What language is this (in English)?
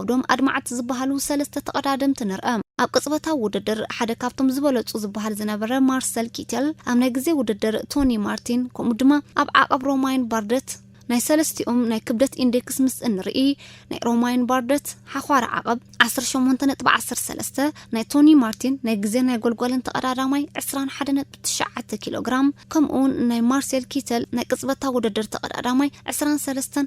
Tigrinya